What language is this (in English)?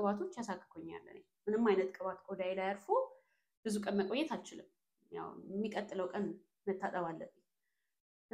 Amharic